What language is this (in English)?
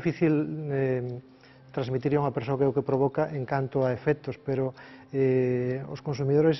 Galician